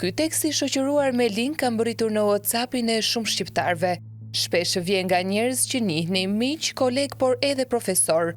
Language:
Albanian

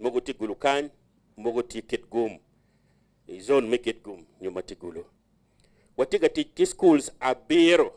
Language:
Acoli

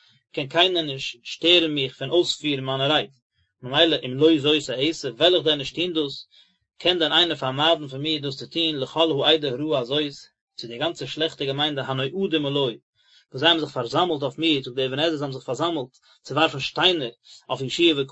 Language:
Yiddish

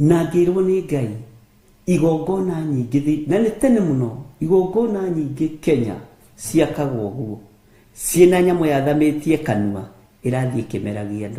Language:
Kikuyu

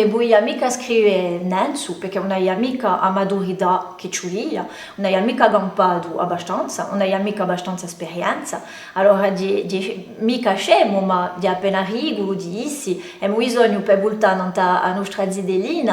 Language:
Corsican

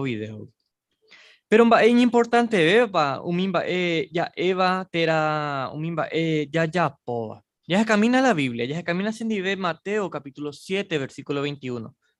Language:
Guarani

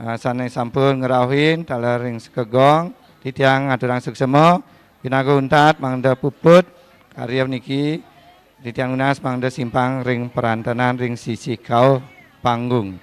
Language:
Balinese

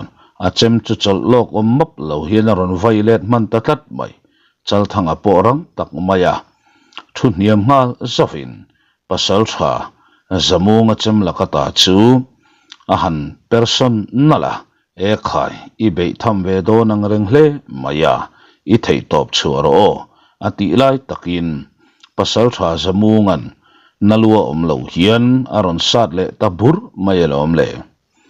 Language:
Mizo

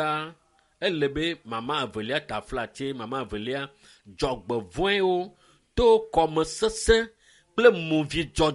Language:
Ewe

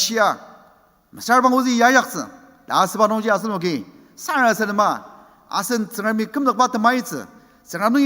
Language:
Ao Naga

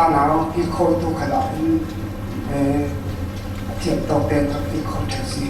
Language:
Falam Chin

